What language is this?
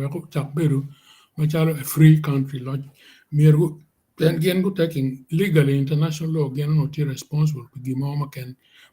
Acoli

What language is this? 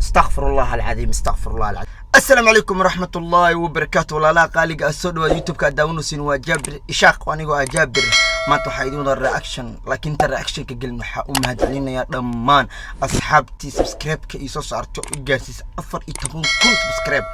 Somali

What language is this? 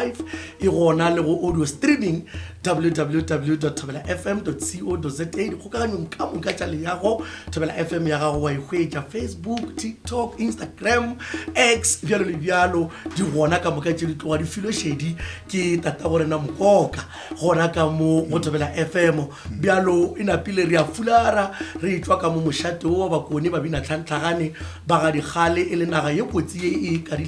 Northern Sotho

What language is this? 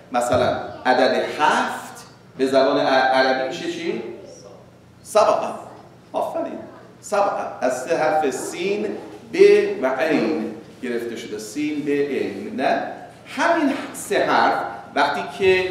Persian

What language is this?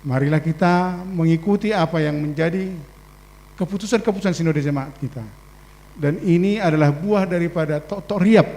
Batak Simalungun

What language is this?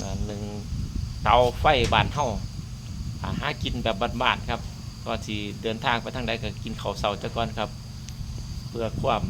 Northeastern Thai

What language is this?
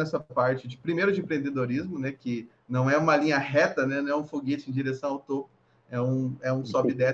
Portuguese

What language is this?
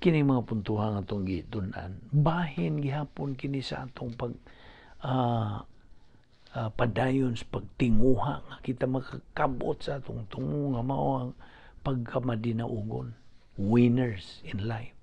Cebuano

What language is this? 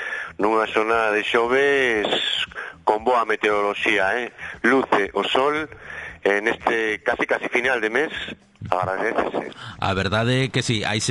Galician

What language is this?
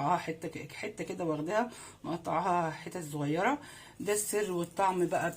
Egyptian Arabic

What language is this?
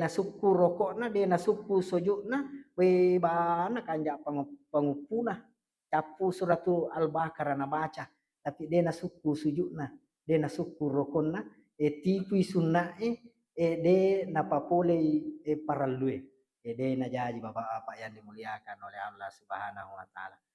Buginese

